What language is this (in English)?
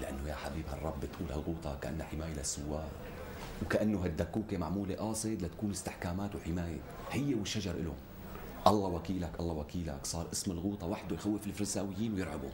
North Levantine Arabic